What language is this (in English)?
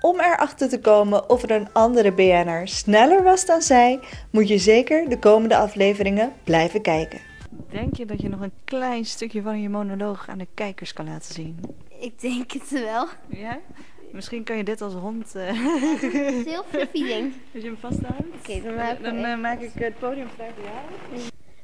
Dutch